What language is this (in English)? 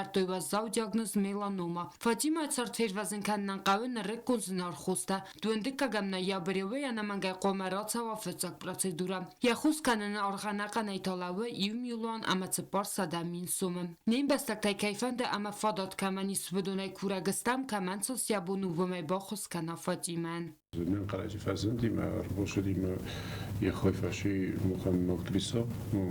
Ossetic